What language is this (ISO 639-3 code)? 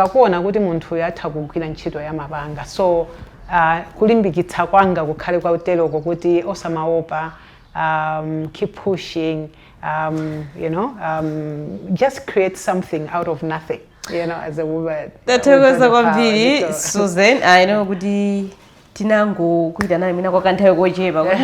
nya